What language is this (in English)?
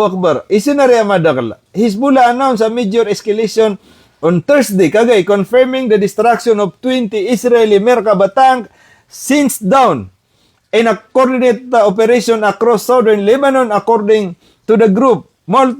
Maranao